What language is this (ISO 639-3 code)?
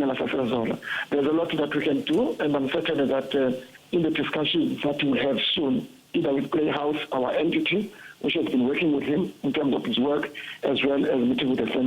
ven